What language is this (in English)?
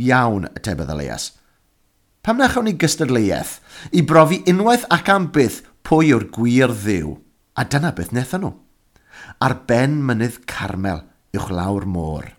Welsh